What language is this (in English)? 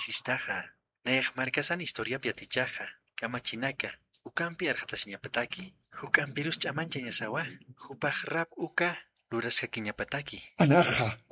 Aymara